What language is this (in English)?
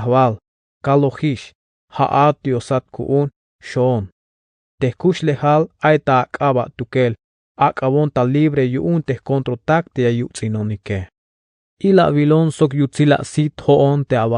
Tzeltal